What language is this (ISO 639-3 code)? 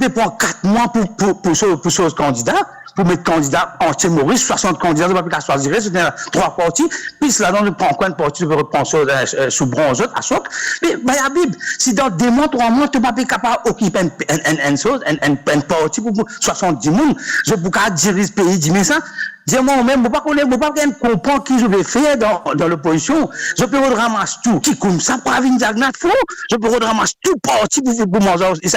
mfe